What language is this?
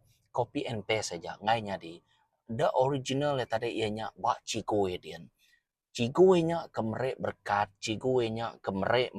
Iban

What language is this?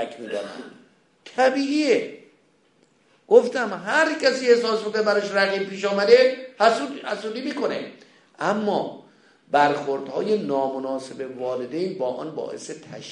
Persian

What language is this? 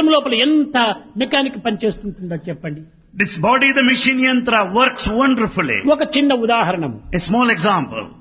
Telugu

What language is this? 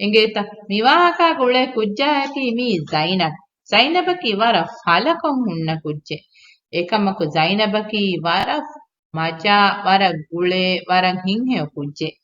Divehi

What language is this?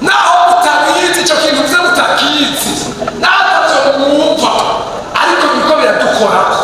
Rundi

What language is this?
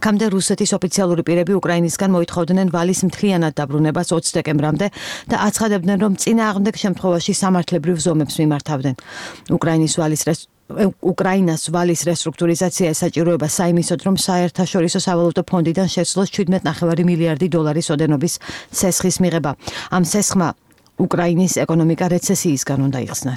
Georgian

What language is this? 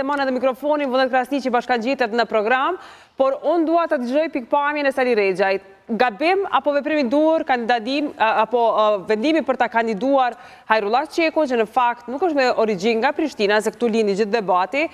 Albanian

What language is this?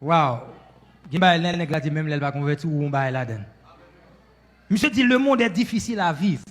Haitian Creole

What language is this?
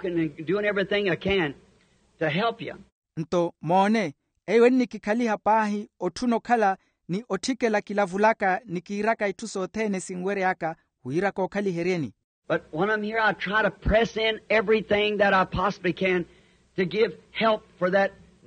Makhuwa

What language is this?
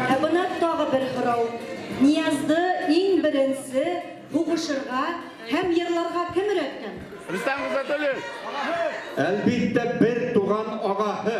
Bashkir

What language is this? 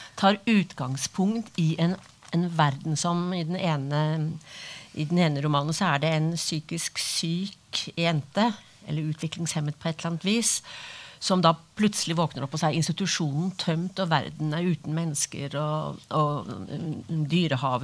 Norwegian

